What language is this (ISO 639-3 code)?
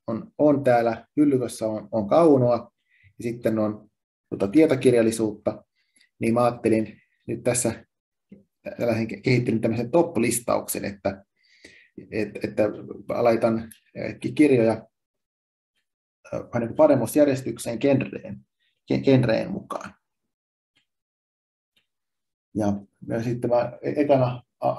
fin